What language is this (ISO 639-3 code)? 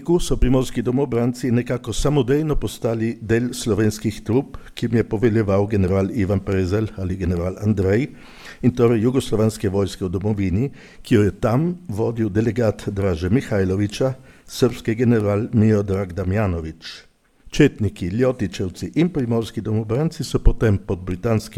slv